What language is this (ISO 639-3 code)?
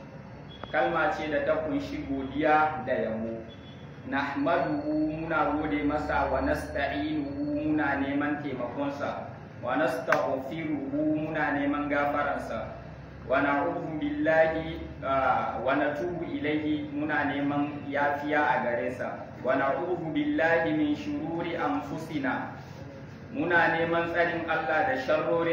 hau